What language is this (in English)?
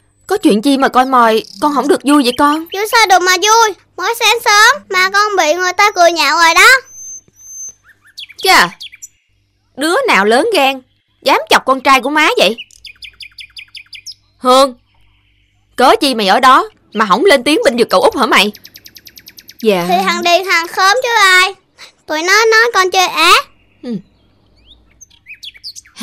Vietnamese